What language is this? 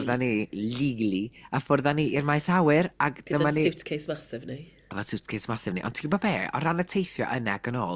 Welsh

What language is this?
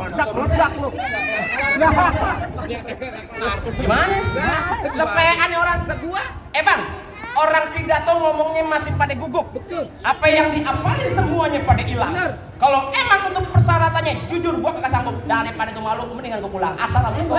Betawi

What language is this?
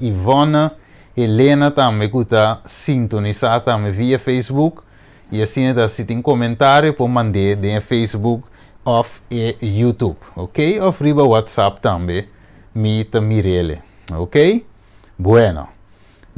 Papiamento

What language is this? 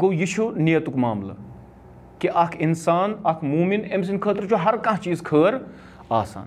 Kashmiri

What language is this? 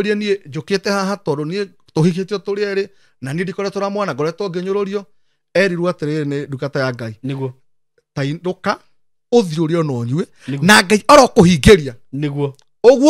Kikuyu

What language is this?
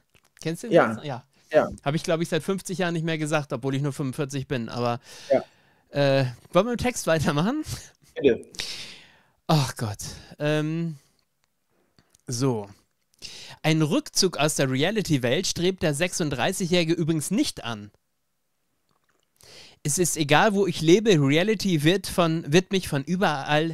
German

